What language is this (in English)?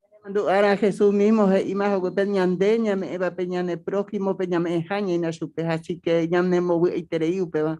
Guarani